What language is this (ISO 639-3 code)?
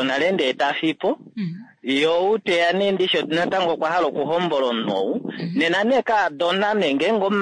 kua